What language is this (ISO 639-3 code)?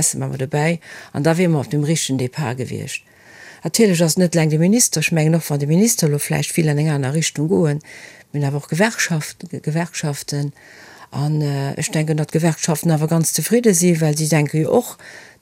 ltz